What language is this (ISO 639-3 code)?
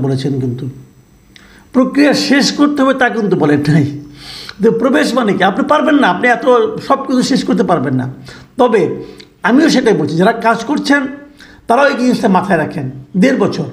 ben